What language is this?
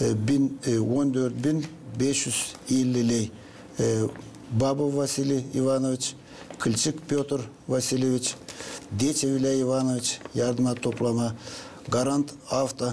Gagauz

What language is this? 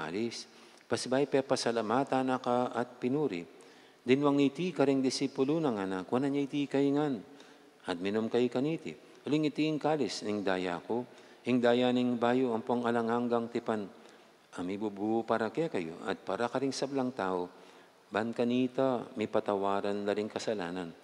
Pampanga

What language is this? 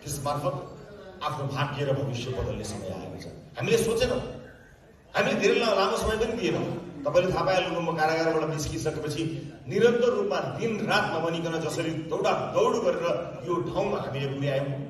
Nepali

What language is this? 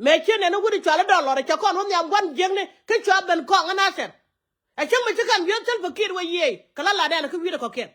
Nuer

